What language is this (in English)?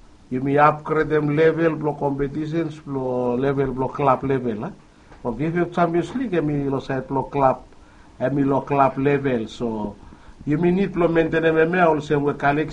Bislama